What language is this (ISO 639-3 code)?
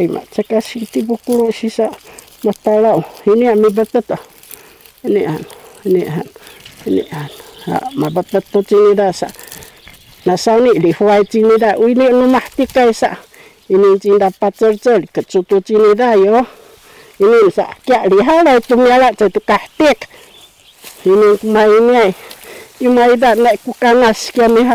szy